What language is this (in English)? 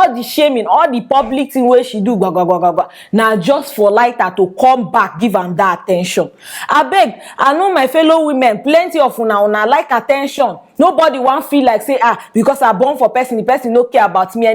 Nigerian Pidgin